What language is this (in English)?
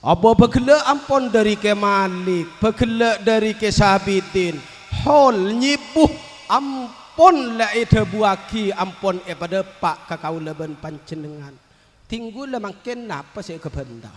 Madurese